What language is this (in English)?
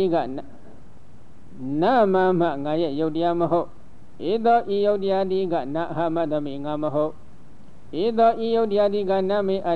Burmese